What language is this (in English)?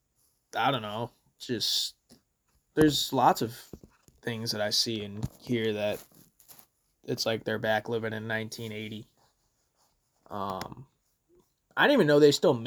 English